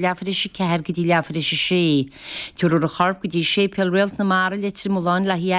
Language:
Irish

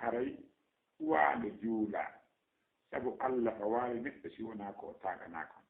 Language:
Fula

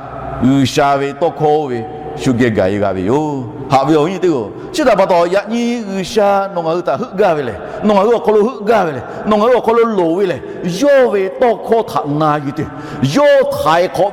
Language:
Lahu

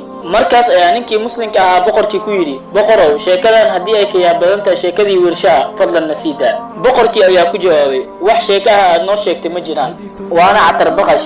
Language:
Somali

